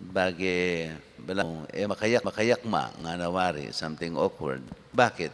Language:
Pampanga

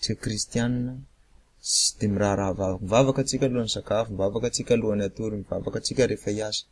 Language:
Malagasy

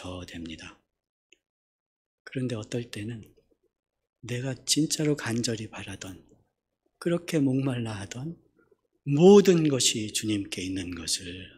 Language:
Korean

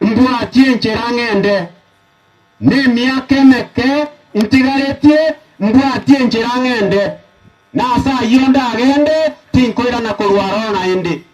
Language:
Gusii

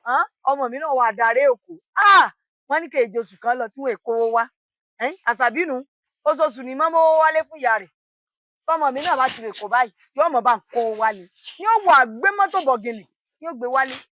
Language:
Yoruba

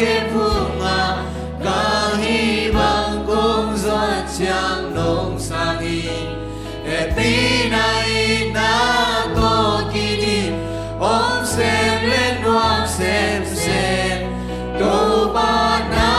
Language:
Tedim Chin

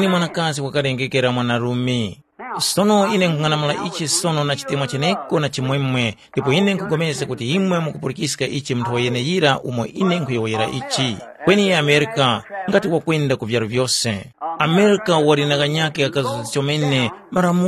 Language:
Tumbuka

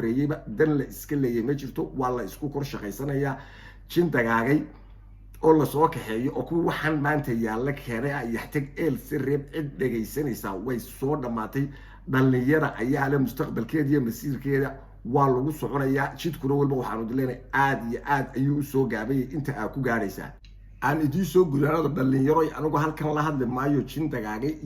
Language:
Somali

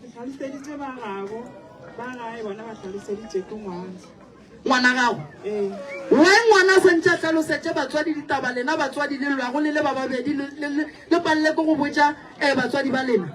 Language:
Northern Sotho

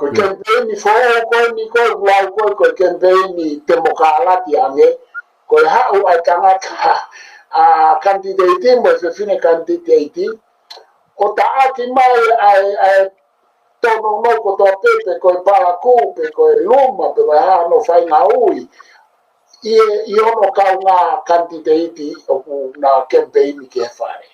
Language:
Tongan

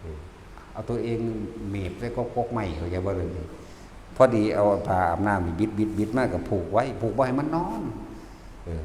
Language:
Northeastern Thai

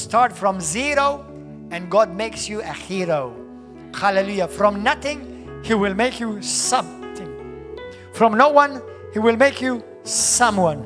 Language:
English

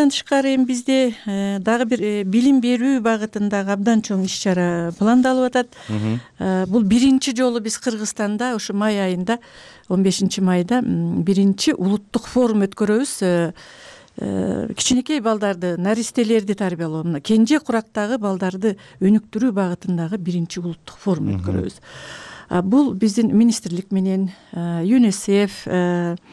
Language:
Kyrgyz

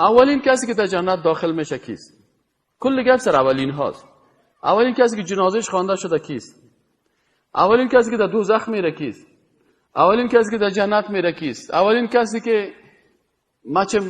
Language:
Persian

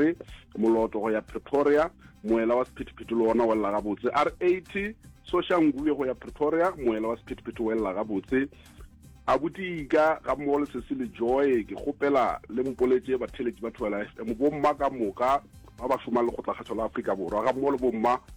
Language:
Northern Sotho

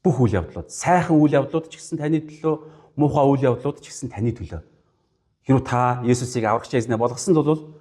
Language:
Mongolian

